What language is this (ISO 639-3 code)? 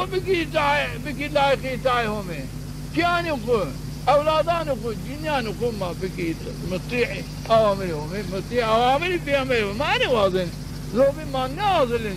zza